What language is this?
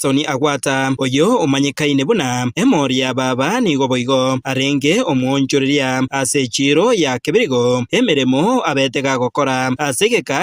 Gusii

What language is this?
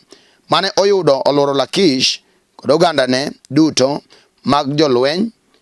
Luo (Kenya and Tanzania)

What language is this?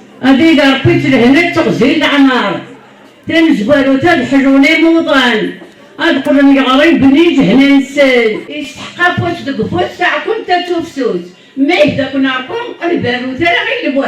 Kabyle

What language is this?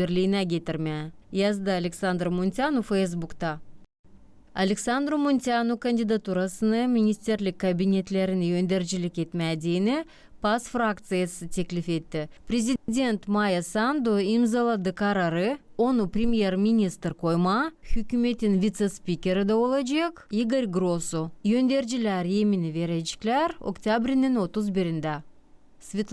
Gagauz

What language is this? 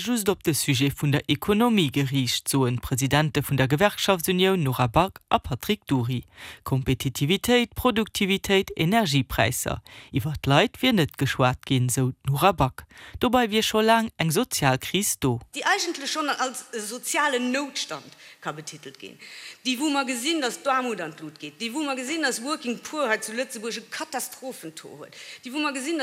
Luxembourgish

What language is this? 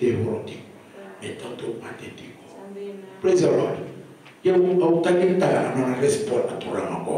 Fijian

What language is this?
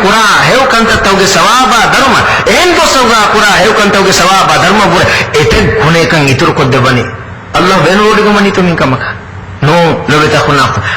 Divehi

